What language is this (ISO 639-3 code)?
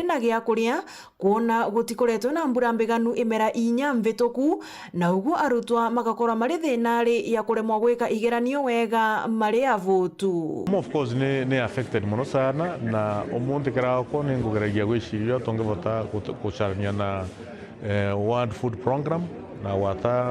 mer